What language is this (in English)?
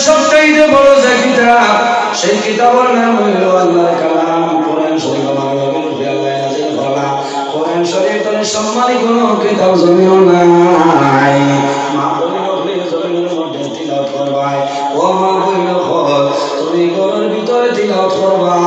Sylheti